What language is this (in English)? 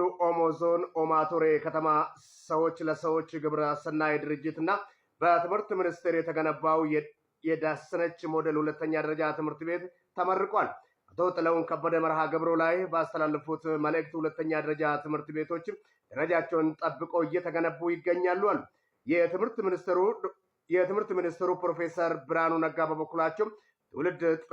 Amharic